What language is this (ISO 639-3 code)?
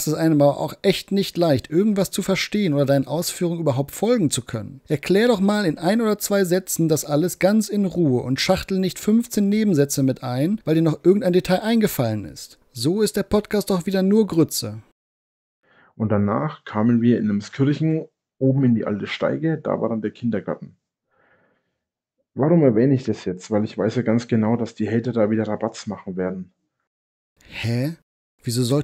deu